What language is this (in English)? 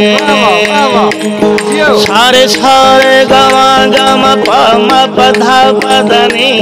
Saraiki